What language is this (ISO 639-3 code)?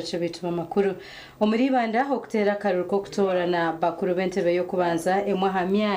nyn